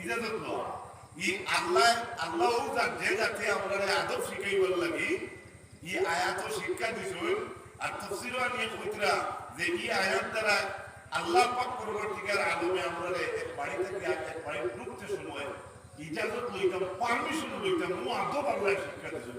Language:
Sylheti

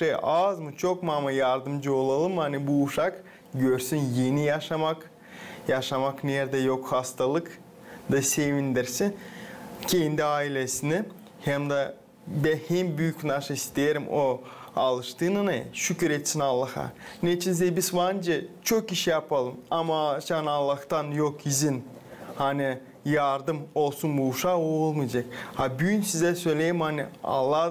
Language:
Gagauz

